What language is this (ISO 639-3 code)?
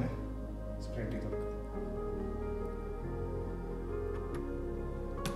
mal